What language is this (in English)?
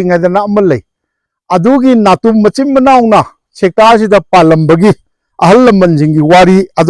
Manipuri